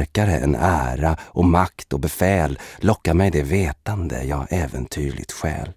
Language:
Swedish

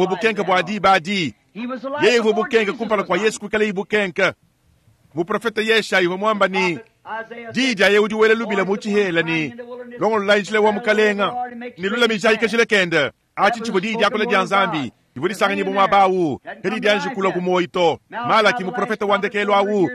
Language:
Luba-Lulua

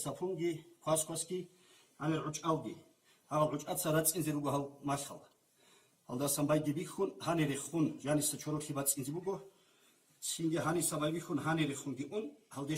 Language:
Avaric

